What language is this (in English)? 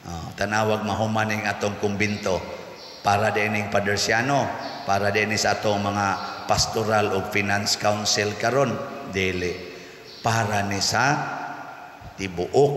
Cebuano